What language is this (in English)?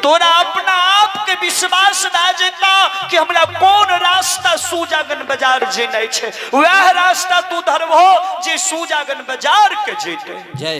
Maithili